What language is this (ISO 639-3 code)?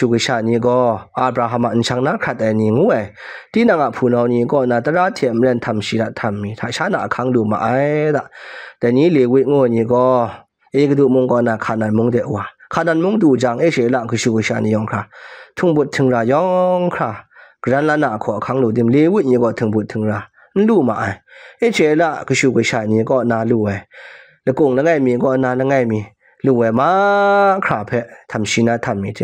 kac